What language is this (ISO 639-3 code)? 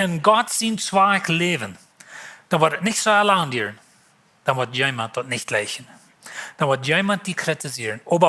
pdt